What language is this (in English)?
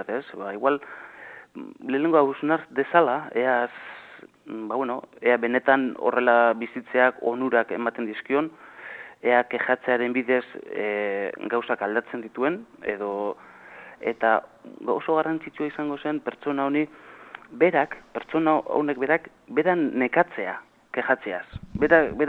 Basque